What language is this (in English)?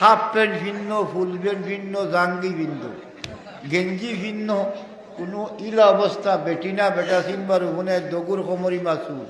Sylheti